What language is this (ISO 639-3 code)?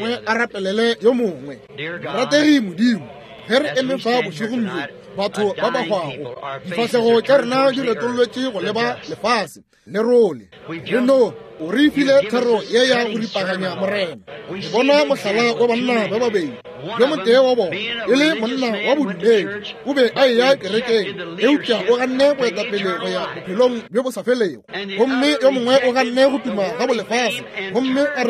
nso